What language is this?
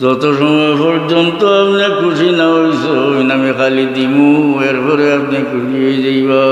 Sylheti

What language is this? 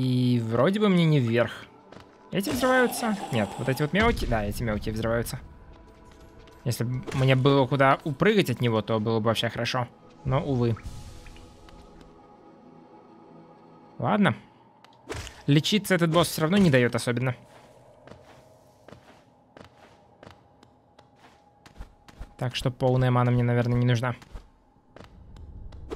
Russian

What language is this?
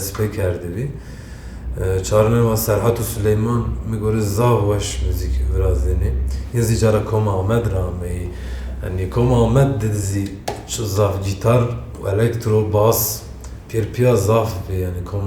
Zaza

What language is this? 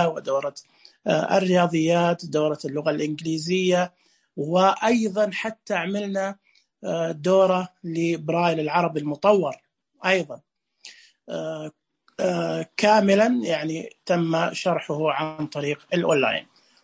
Najdi Arabic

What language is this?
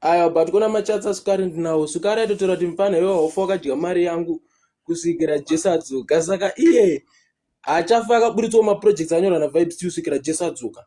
Shona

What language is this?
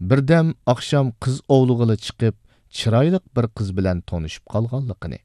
Uyghur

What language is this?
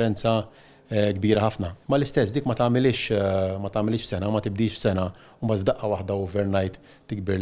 Maltese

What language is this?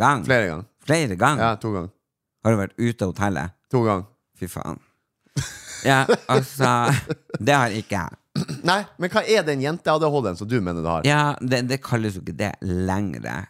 Norwegian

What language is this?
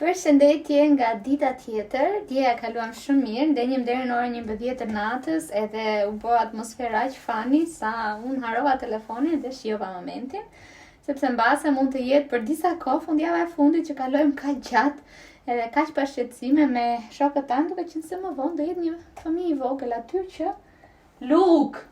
Albanian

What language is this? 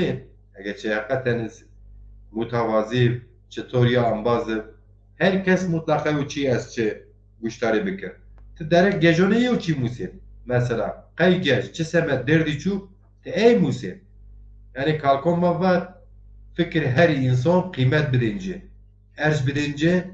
Zaza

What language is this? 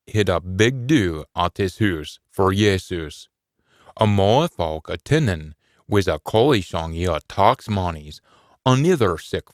Scots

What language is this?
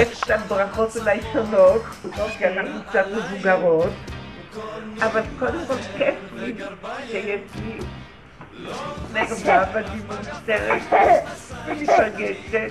Hebrew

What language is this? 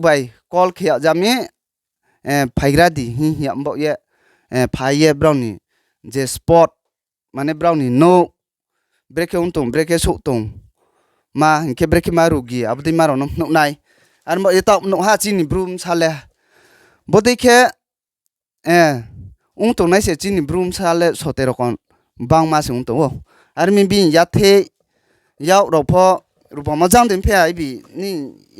Riang (India)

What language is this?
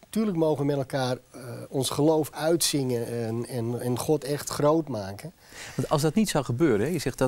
Dutch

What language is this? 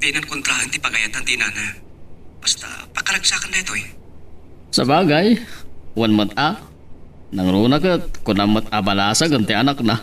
Iloko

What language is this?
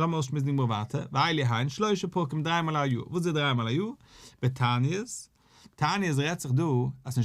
Yiddish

